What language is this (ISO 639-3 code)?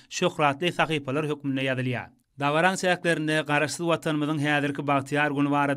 tuk